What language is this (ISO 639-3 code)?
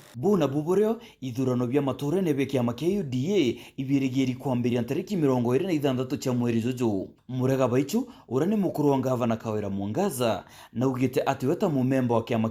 mer